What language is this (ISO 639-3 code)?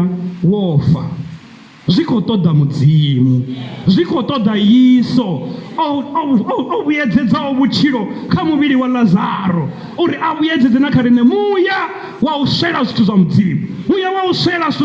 ven